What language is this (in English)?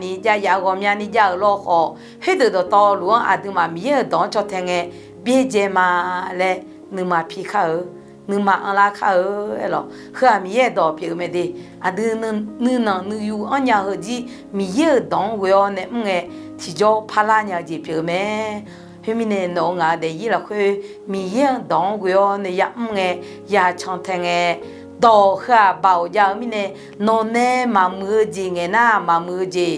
Akha